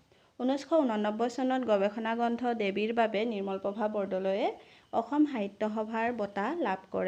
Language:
Assamese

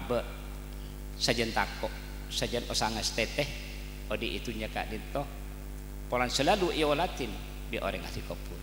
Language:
Madurese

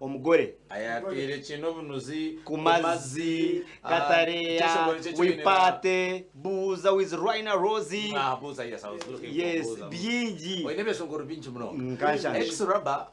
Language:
Nyankole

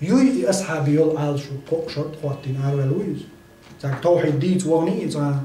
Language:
Chechen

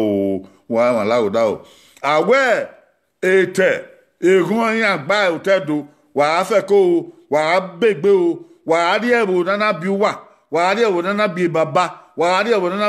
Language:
Bini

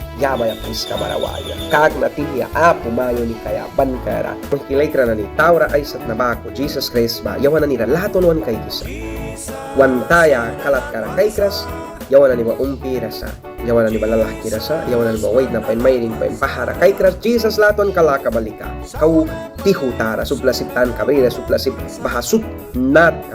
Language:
Mískito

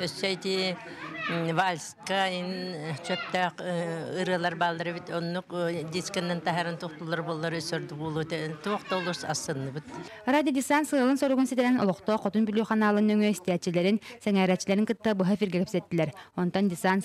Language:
Yakut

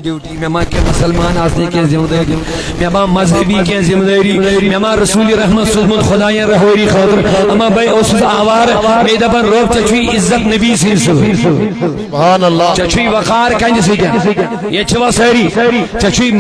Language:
Kashmiri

